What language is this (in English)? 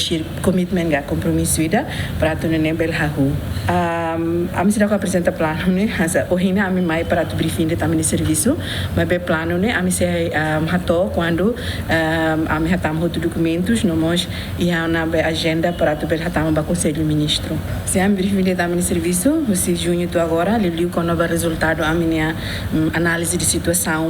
Tetum